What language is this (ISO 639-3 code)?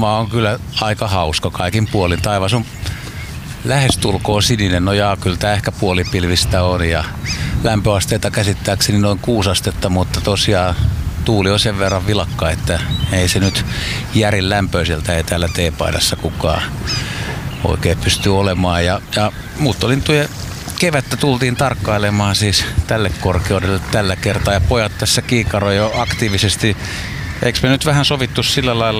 fin